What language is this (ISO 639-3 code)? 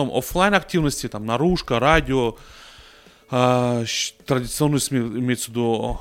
rus